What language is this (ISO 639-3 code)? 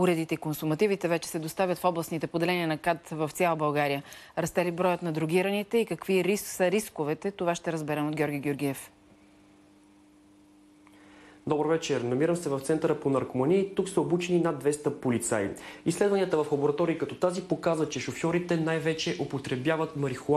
bul